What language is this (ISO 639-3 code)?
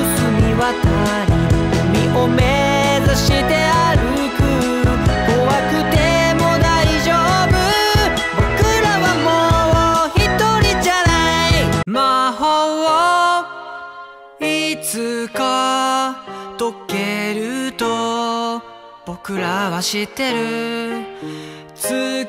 jpn